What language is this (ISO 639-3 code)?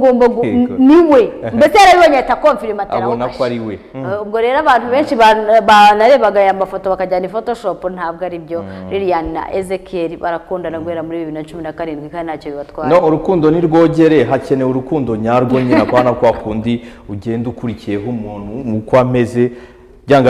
kin